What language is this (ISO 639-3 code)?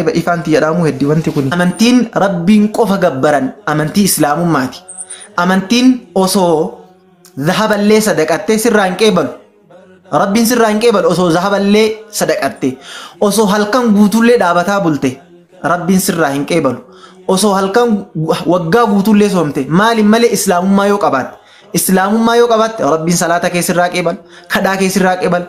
orm